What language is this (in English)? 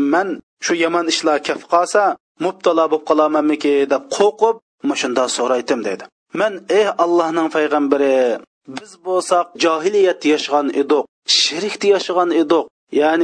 Uyghur